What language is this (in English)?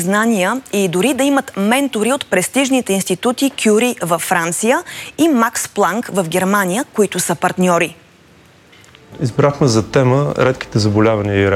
Bulgarian